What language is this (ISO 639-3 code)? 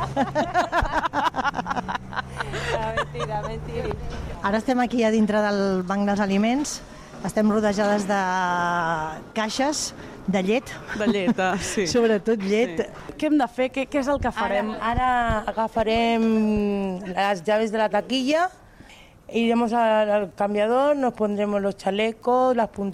cat